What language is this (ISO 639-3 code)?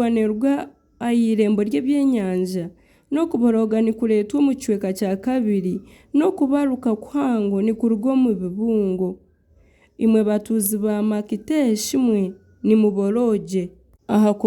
nyn